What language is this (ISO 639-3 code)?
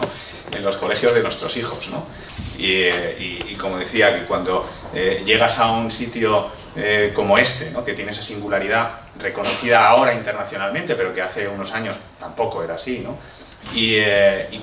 spa